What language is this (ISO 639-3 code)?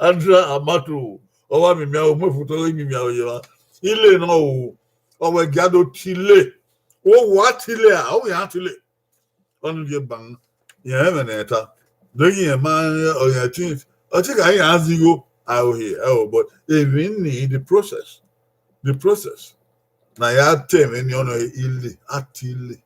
bin